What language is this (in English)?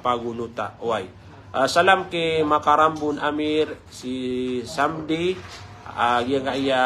Maranao